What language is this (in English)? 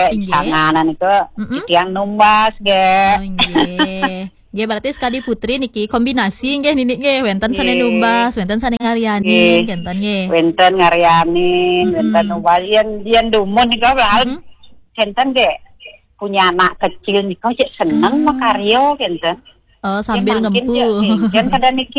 Balinese